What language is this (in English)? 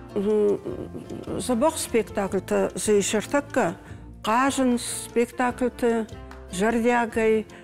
Ossetic